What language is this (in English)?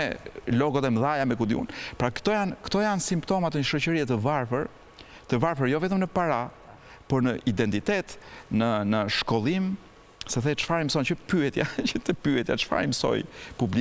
Albanian